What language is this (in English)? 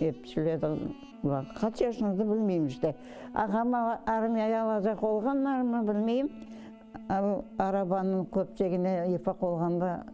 Crimean Tatar